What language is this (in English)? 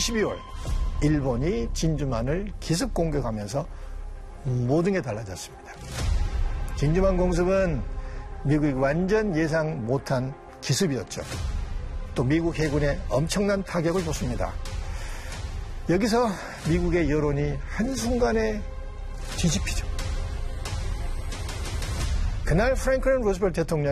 Korean